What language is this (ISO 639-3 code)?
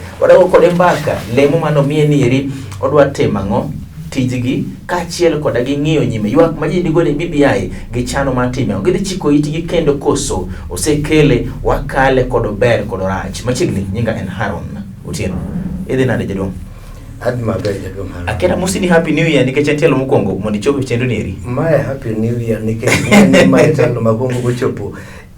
luo